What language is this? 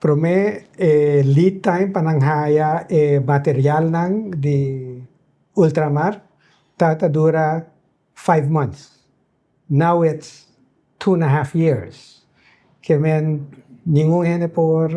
Papiamento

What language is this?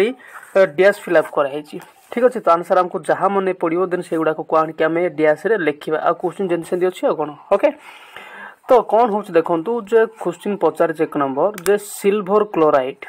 Odia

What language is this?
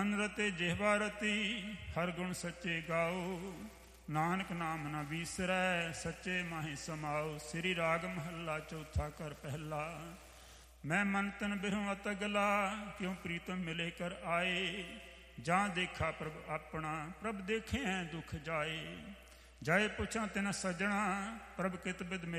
Punjabi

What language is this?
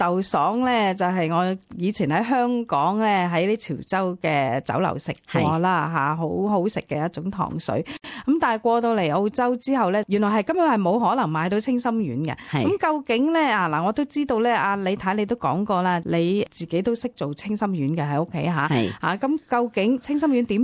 Cantonese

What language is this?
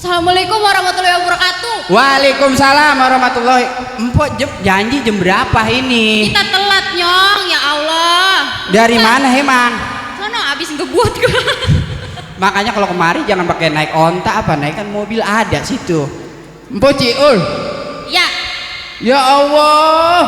Betawi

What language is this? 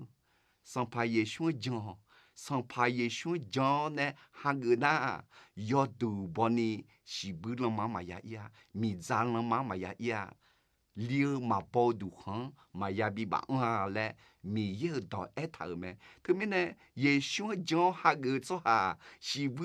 Akha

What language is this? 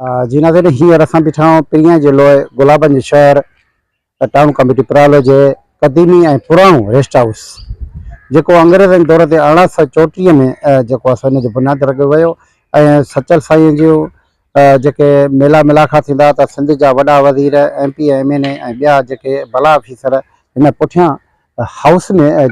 Sindhi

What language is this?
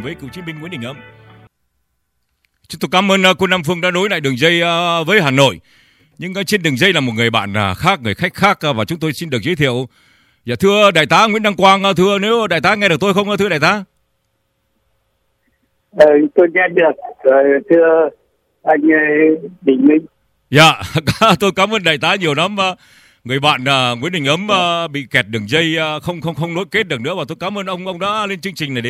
Vietnamese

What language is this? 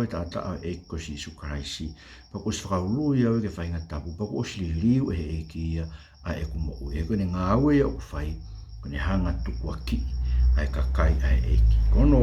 Tongan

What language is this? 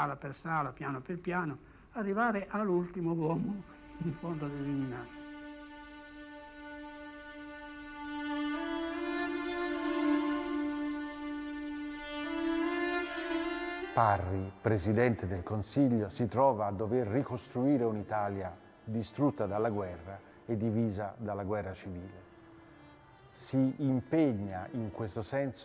Italian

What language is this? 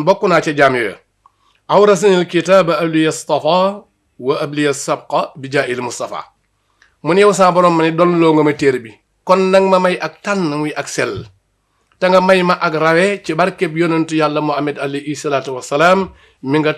Wolof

